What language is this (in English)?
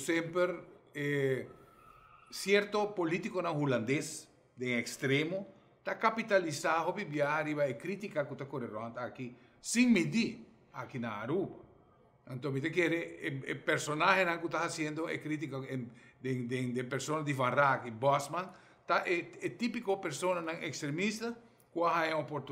Papiamento